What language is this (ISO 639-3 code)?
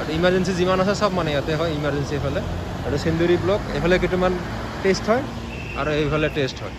asm